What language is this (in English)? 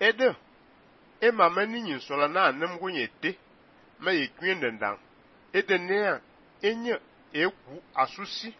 Fang